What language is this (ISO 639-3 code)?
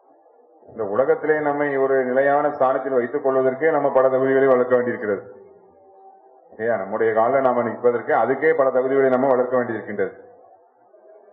tam